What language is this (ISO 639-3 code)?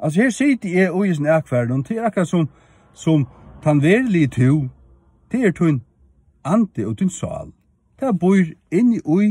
fao